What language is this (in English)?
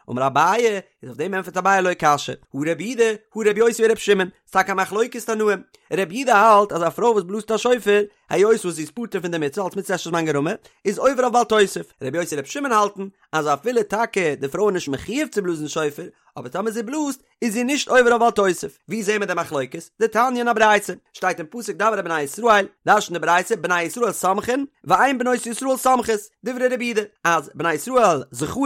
Yiddish